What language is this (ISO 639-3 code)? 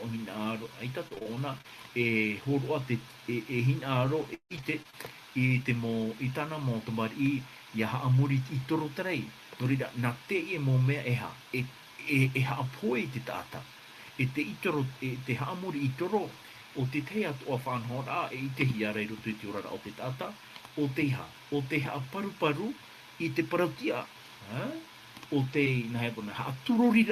tah